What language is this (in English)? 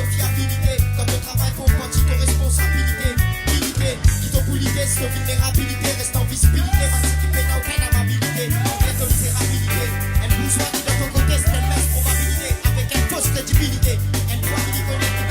Morisyen